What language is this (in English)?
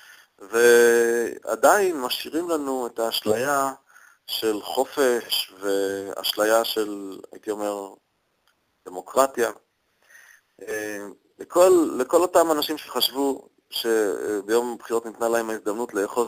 Hebrew